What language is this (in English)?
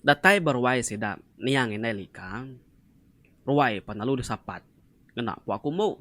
Iban